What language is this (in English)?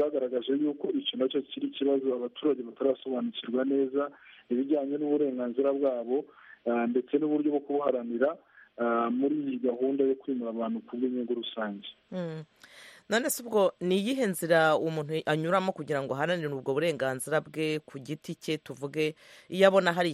Kinyarwanda